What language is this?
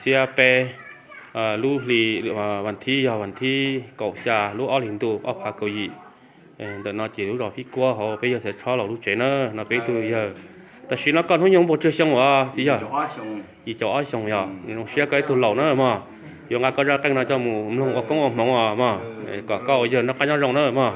Hmong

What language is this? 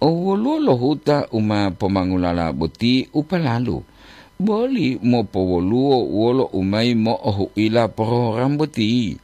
Gorontalo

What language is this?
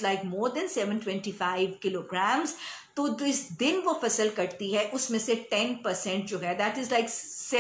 Urdu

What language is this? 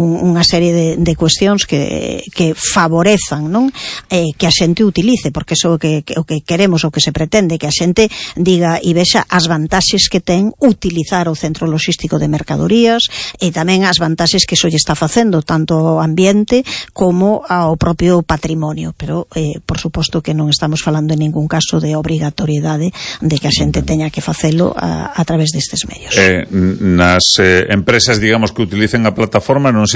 Galician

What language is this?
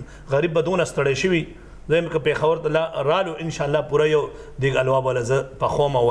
Pashto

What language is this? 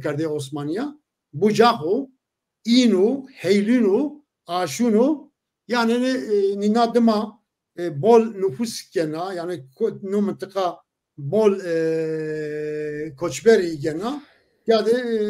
Zaza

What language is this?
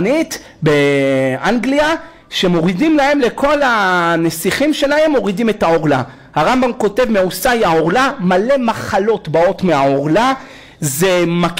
Hebrew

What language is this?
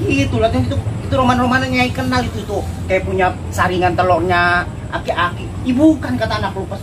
Betawi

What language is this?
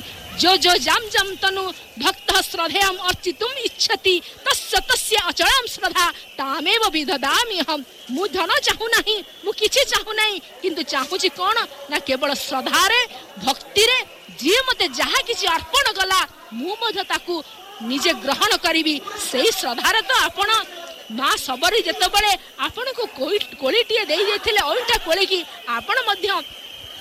Odia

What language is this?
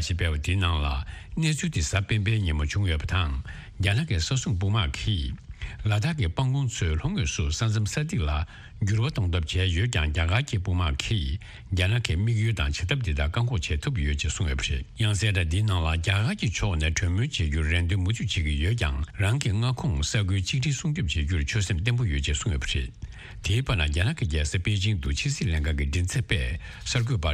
Tibetan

